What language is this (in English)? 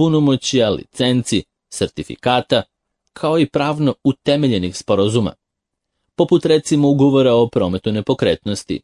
Serbian